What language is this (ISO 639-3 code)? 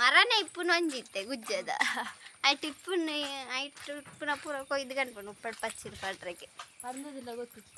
tcy